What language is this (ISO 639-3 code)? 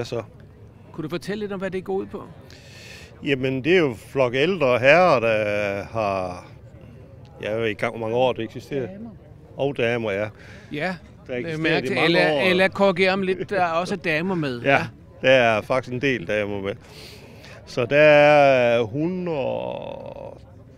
dan